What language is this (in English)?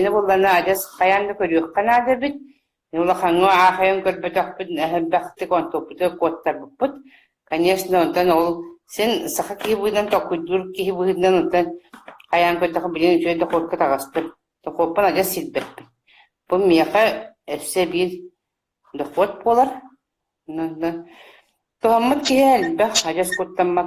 Yakut